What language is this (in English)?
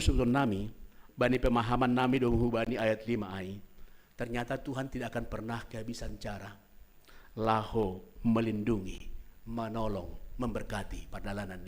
Batak Simalungun